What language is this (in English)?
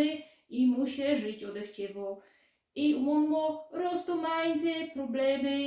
Silesian